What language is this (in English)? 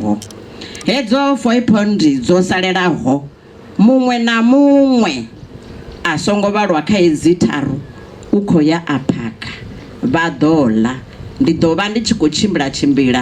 Venda